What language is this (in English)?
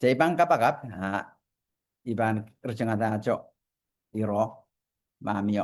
Pohnpeian